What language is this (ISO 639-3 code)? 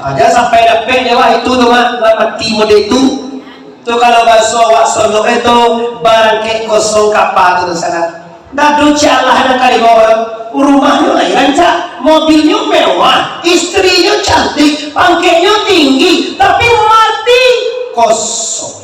min